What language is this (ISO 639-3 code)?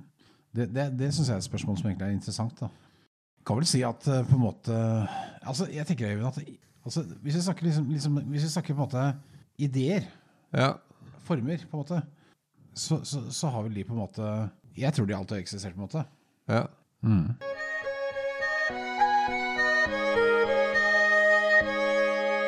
nor